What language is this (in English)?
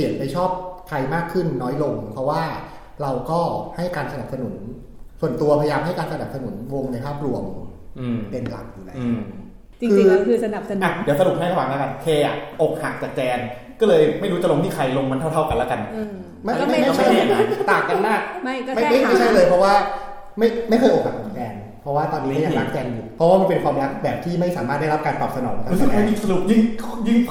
Thai